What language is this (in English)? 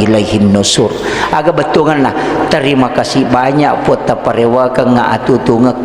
Buginese